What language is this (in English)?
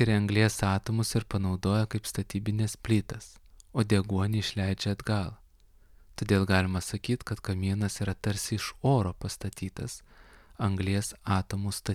Lithuanian